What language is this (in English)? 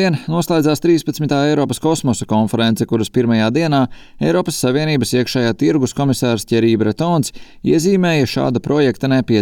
Latvian